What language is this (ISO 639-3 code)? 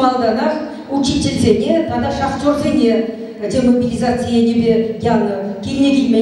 chv